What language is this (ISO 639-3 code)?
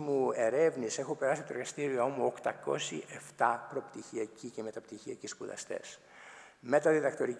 ell